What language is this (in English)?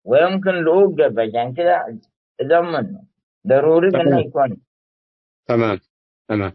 Tigre